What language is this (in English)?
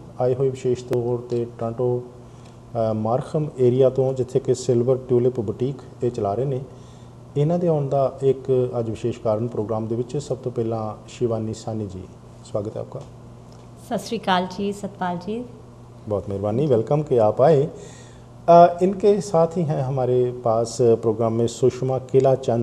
Punjabi